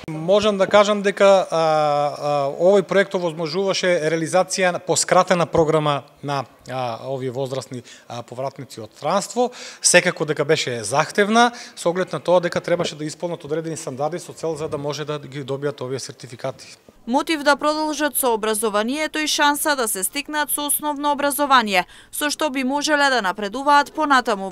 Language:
Macedonian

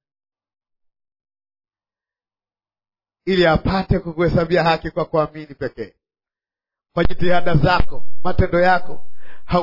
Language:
Swahili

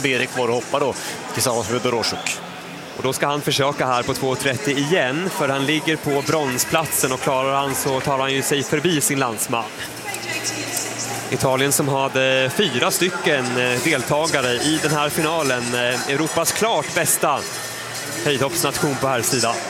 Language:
Swedish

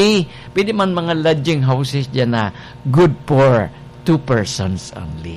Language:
Bikol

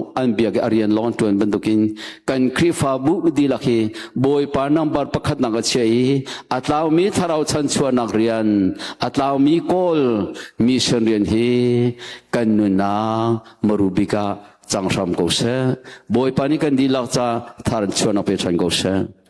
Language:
Hakha Chin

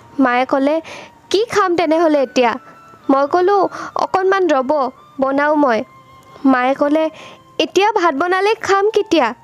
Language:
Assamese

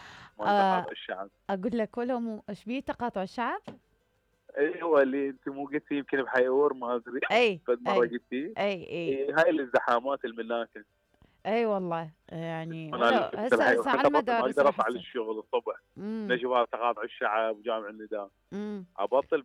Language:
Mesopotamian Arabic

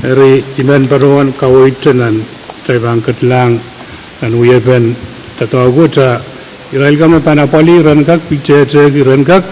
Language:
Pohnpeian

